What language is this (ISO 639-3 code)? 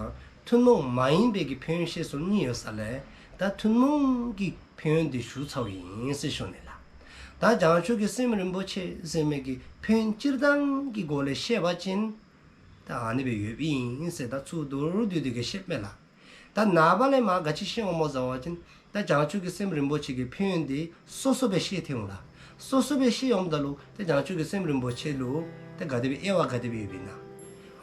dzo